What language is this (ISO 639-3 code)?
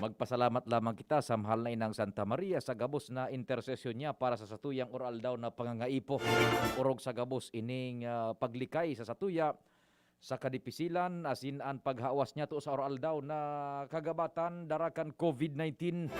bik